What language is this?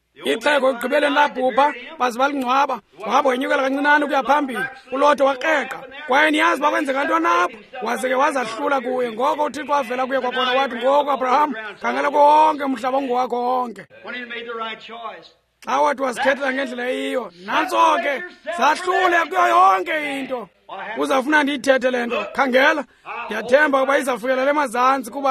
Xhosa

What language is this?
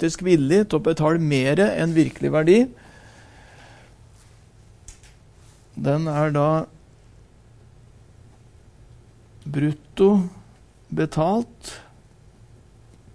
Norwegian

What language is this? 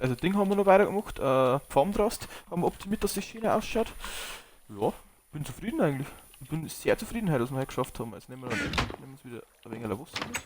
Bavarian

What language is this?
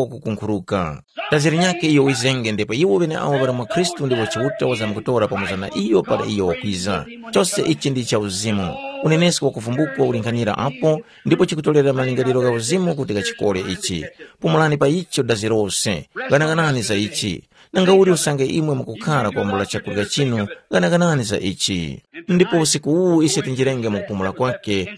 Tumbuka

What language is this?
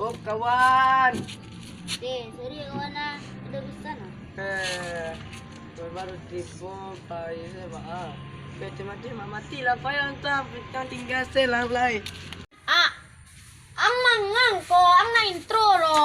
Minangkabau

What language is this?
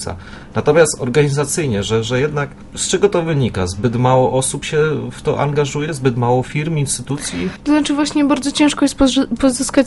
Polish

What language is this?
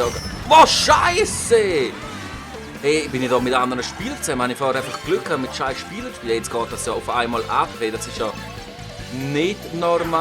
Swiss German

